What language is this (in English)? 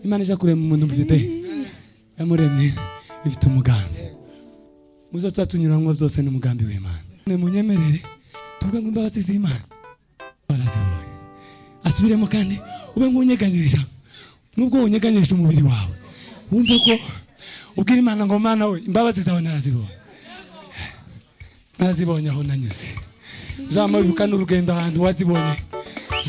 Kinyarwanda